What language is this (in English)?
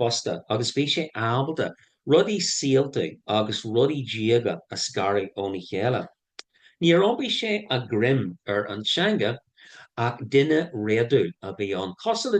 Irish